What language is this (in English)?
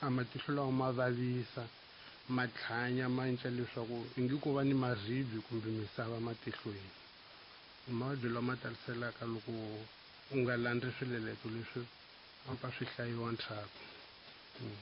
Tsonga